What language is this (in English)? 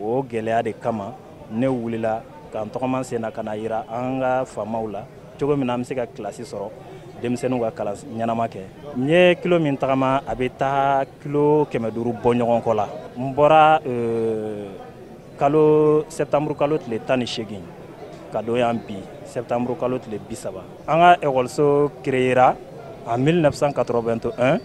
Bambara